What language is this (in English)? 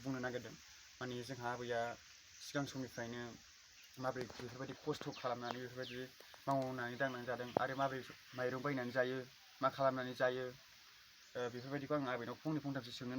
Bodo